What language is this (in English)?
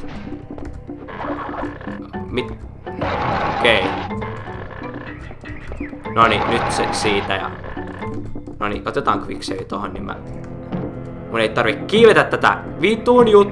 Finnish